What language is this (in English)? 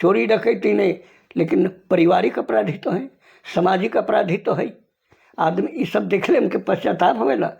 Sadri